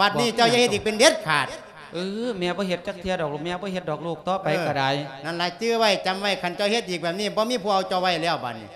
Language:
Lao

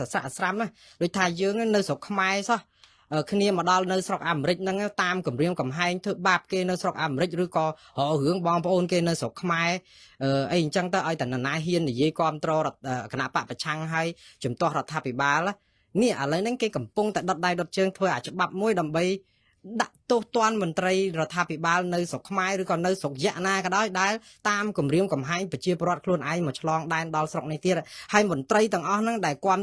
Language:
Khmer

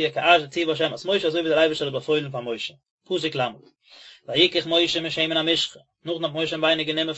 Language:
Yiddish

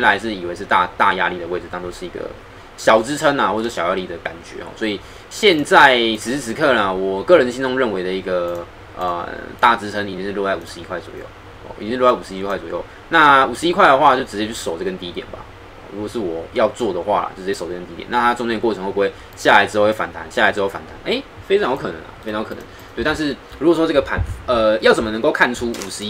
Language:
Chinese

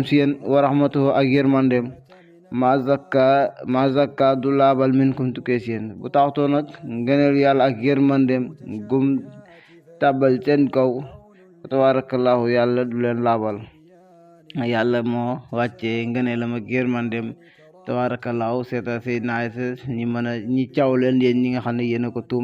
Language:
Wolof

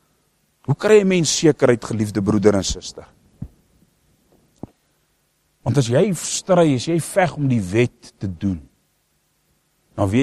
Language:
Afrikaans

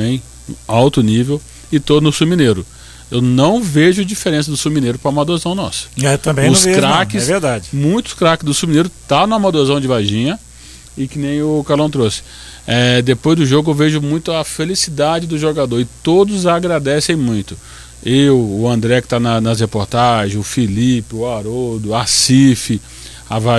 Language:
Portuguese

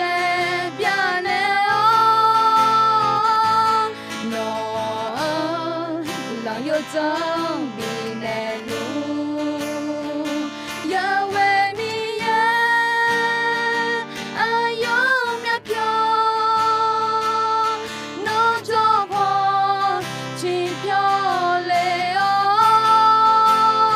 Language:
Akha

